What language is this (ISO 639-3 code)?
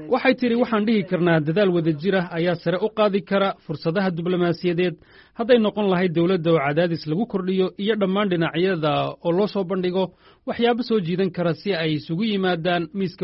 som